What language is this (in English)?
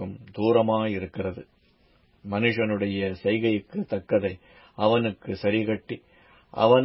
Tamil